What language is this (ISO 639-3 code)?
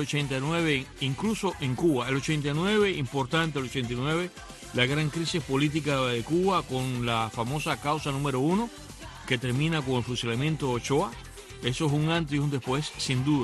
spa